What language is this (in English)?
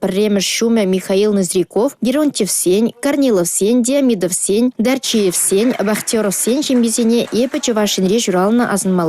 Chuvash